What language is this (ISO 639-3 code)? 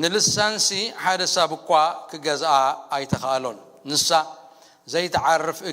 tir